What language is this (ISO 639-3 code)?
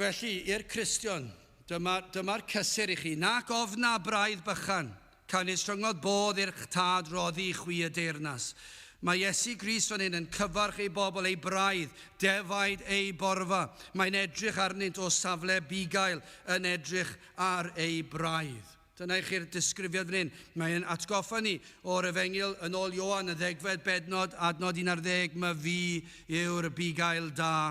cym